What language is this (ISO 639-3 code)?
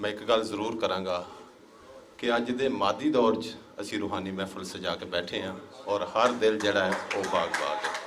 lah